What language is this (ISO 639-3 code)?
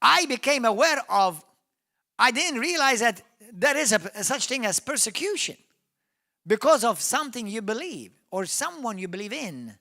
eng